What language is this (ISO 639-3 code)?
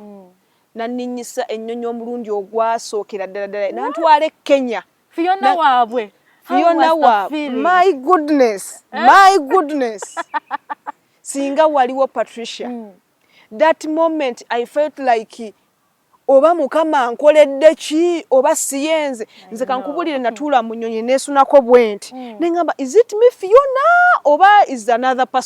lug